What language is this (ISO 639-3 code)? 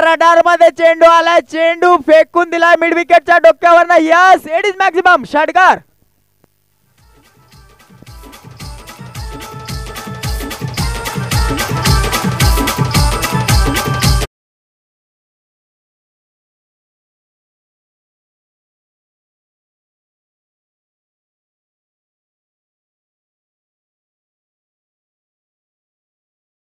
mar